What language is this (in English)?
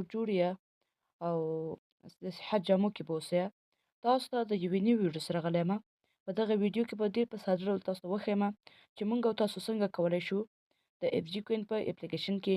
Pashto